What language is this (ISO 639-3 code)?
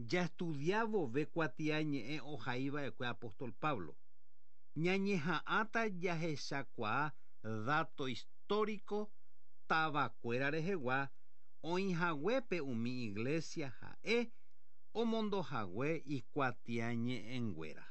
grn